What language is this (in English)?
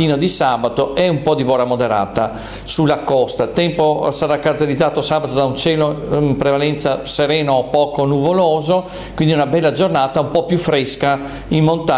Italian